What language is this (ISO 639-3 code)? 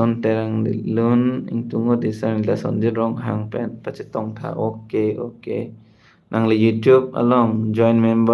mjw